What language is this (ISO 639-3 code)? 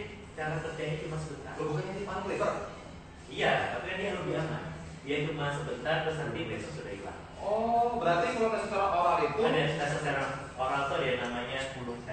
ind